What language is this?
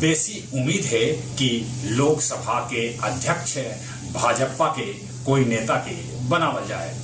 Magahi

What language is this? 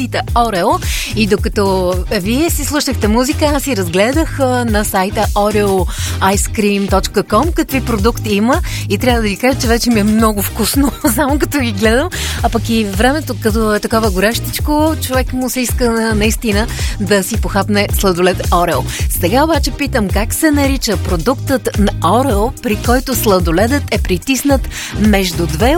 Bulgarian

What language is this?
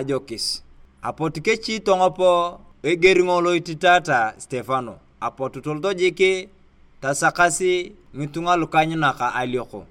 Turkana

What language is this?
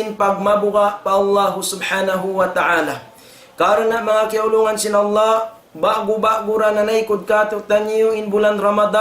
Tausug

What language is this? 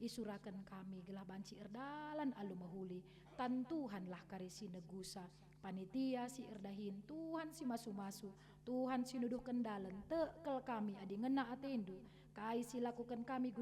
Batak Karo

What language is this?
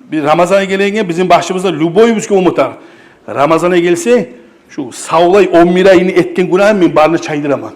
Kumyk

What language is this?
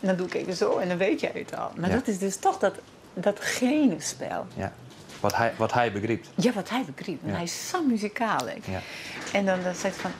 Western Frisian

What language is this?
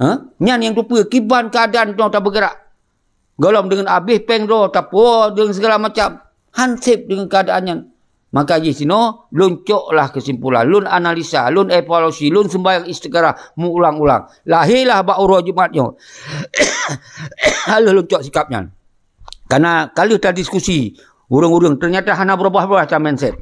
Achinese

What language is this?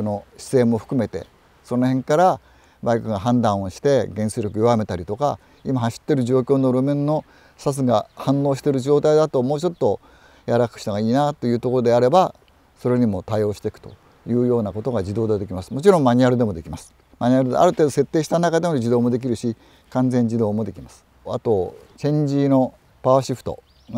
Japanese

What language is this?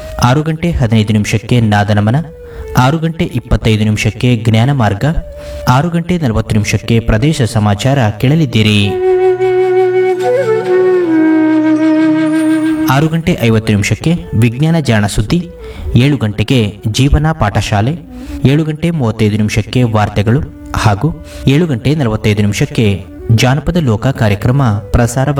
Kannada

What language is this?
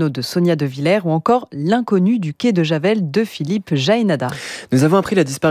French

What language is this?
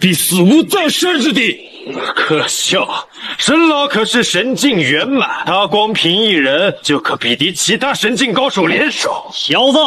Chinese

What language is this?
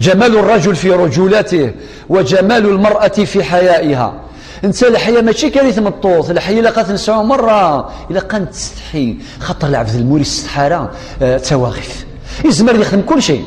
Kabyle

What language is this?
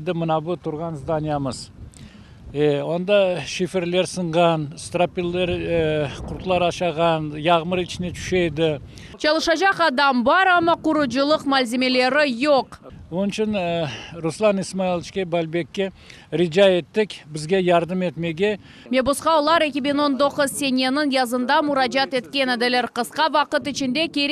Crimean Tatar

